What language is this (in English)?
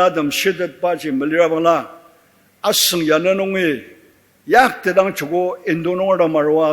Ao Naga